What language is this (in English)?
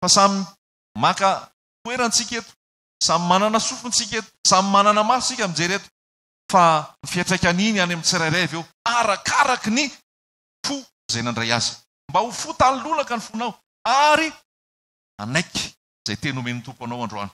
Malagasy